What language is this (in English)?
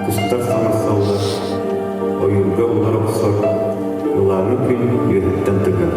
Yakut